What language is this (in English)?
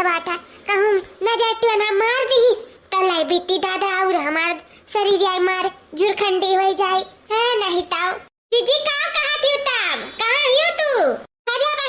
Awadhi